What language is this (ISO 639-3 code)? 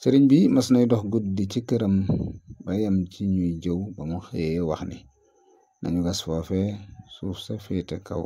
wol